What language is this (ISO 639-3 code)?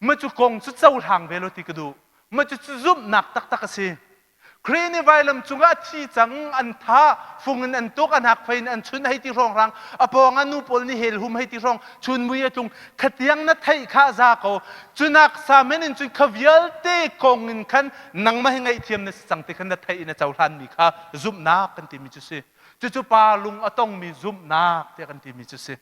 cnh